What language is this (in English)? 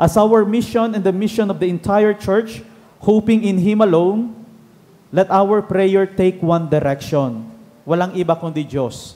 Bikol